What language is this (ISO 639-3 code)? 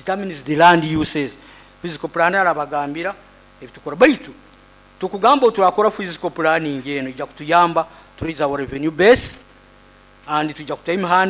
nyo